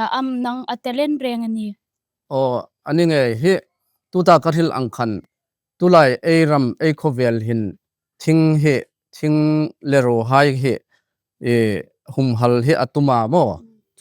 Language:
Hmar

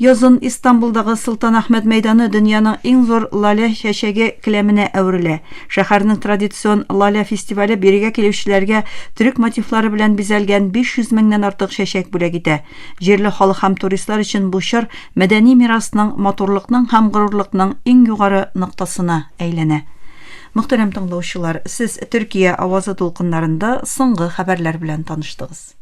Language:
Tatar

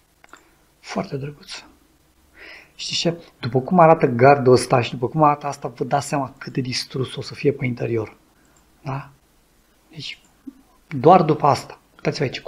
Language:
Romanian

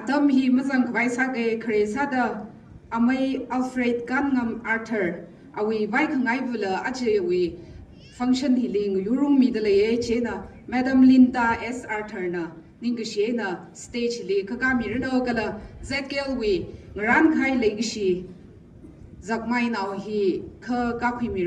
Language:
Tangkhul Naga (India)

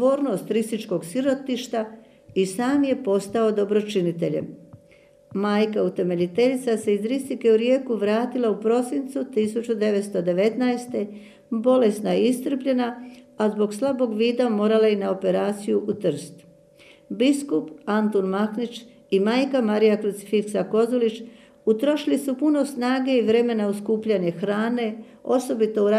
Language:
Croatian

